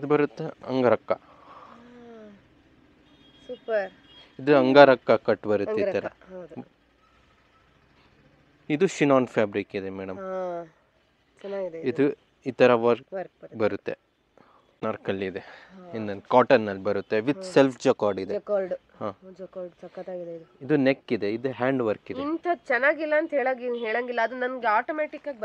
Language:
Kannada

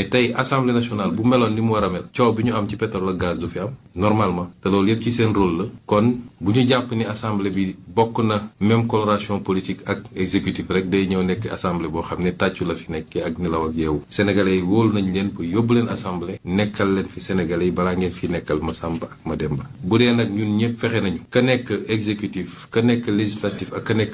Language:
Wolof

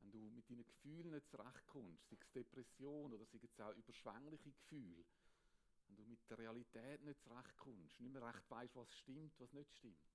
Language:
Swiss German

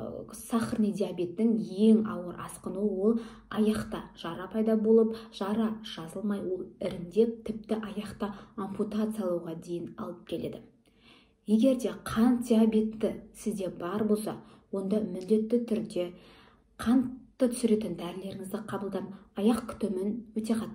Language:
Kazakh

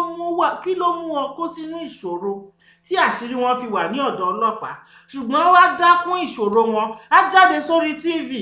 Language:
Yoruba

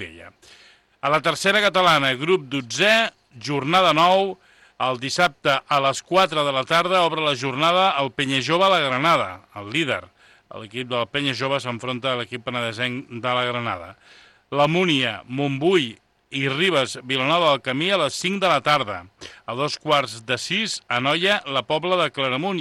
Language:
Catalan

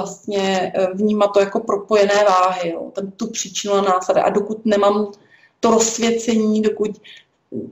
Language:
Czech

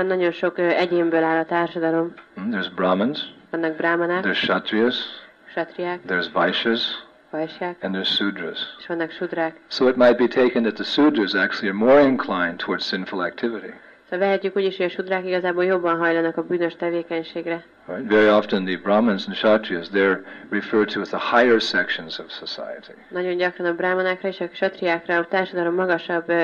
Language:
Hungarian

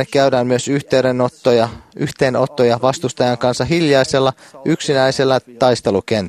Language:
Finnish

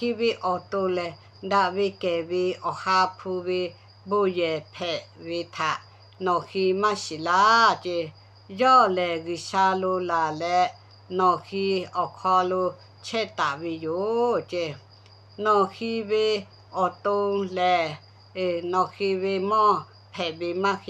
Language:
Lahu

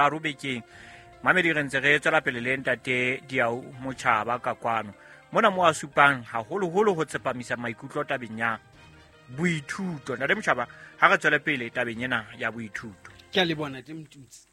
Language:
Southern Sotho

